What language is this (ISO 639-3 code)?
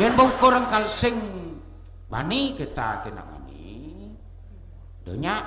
ban